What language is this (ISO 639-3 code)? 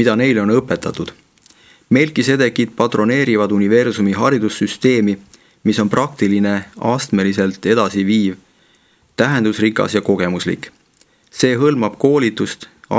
est